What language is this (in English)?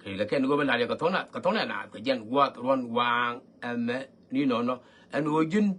Nuer